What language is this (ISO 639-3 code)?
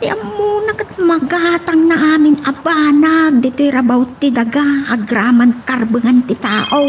ilo